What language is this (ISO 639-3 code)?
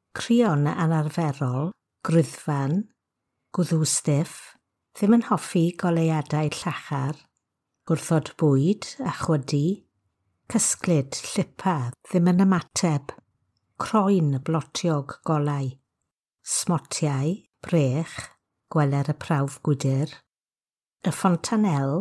cym